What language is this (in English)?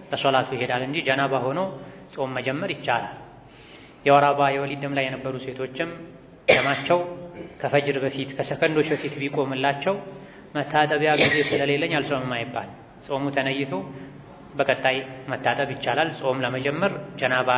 Amharic